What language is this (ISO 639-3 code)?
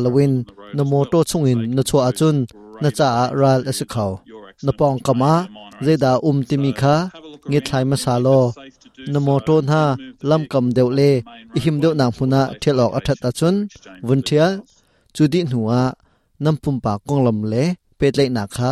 cnh